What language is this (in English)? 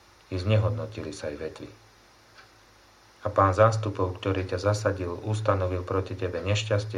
Slovak